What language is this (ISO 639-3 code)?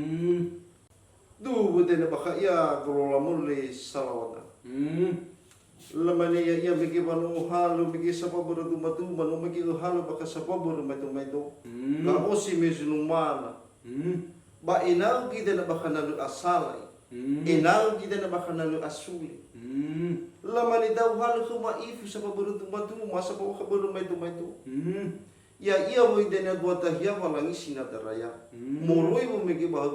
nia